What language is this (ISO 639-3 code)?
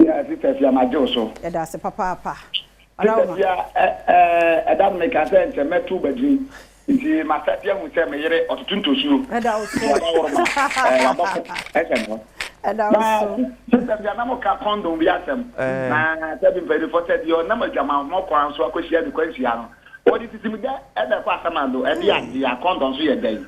aka